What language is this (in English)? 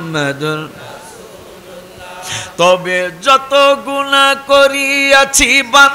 Bangla